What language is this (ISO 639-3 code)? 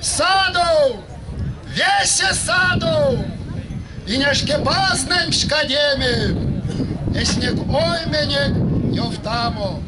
myv